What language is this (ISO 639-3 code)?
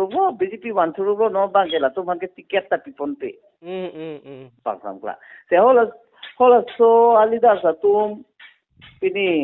mjw